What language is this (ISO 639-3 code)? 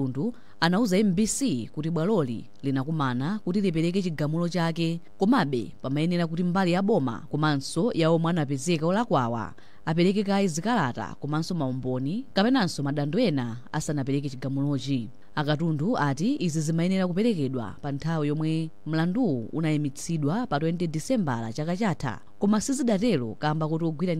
nya